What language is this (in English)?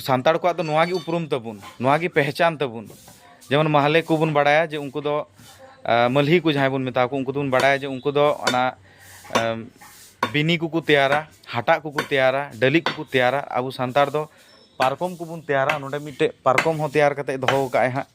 Santali